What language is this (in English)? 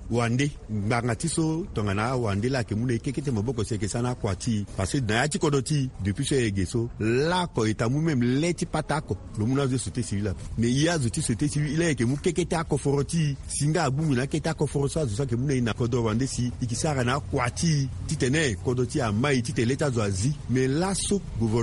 Sango